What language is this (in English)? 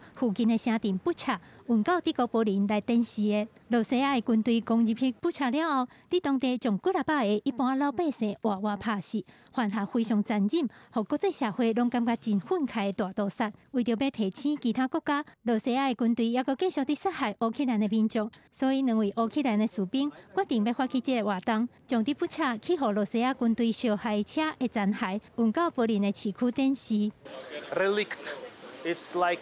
Min Nan Chinese